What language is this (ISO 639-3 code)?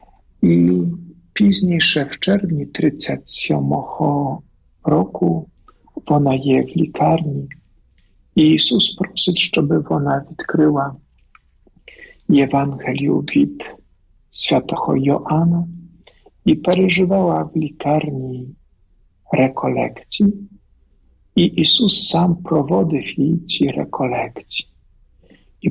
ukr